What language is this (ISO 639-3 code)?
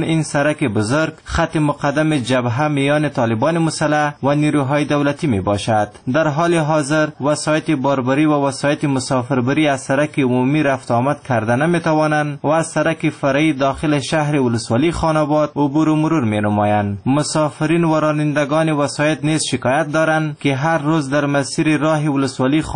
fas